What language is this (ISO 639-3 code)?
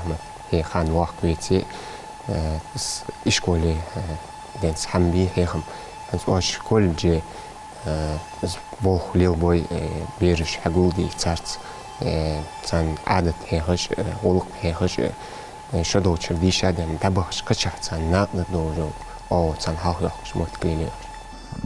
inh